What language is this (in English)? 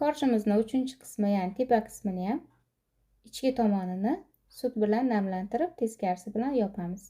Uzbek